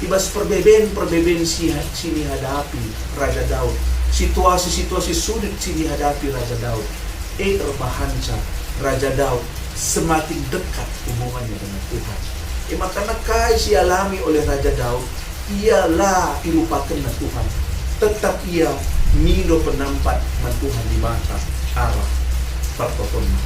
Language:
Batak Karo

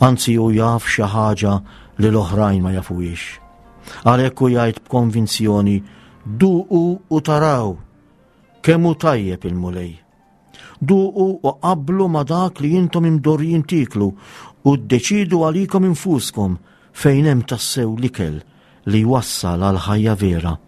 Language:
Maltese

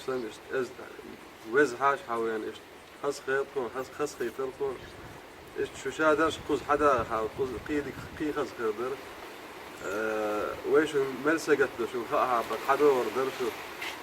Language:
Chechen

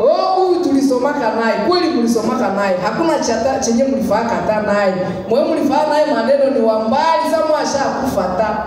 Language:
Swahili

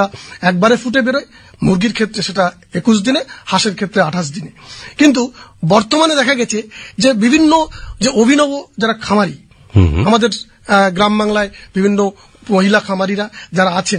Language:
Bangla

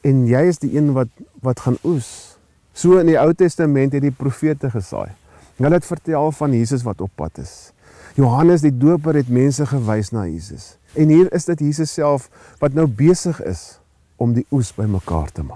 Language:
Afrikaans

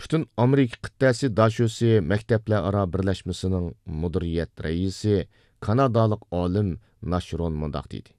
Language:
Uyghur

